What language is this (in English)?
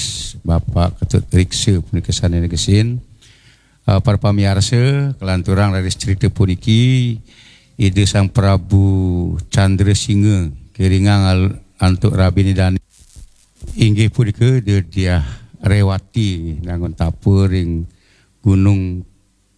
Balinese